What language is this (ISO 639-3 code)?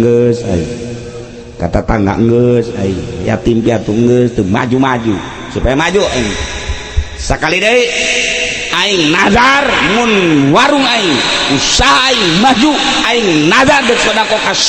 sun